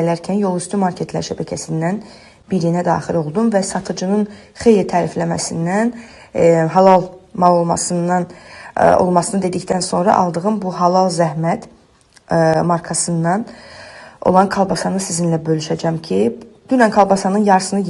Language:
Azerbaijani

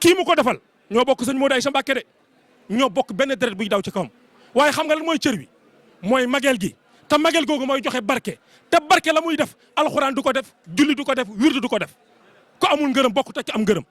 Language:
Wolof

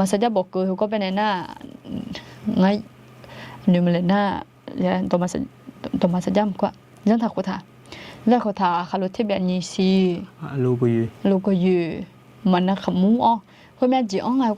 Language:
Akha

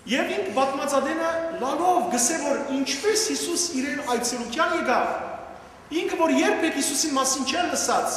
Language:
Western Armenian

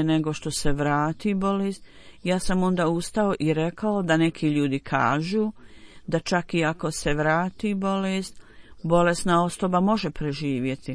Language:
Bosnian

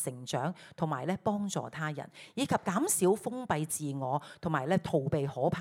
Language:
Cantonese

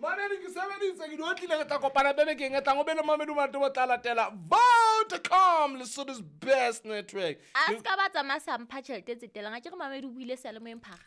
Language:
Southern Sotho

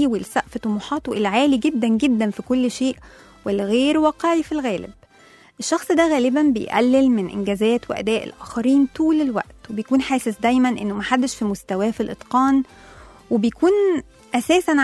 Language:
Egyptian Arabic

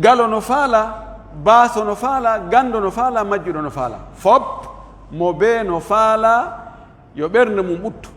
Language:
Pular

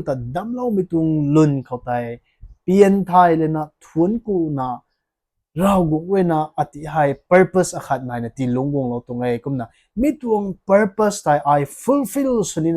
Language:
Rongmei Naga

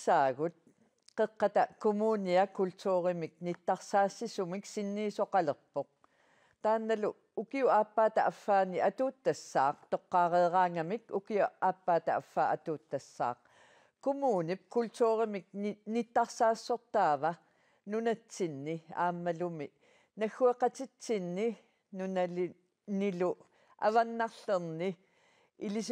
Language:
Kalaallisut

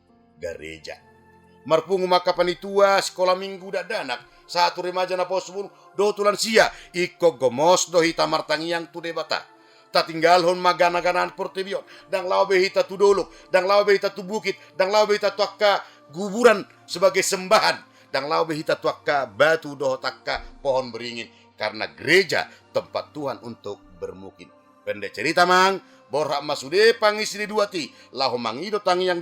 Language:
Batak Toba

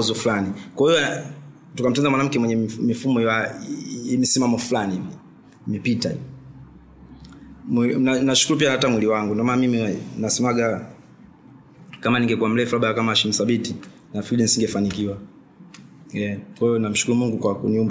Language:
Swahili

